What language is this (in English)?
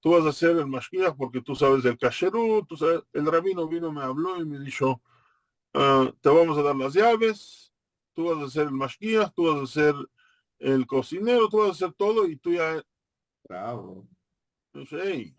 Ladino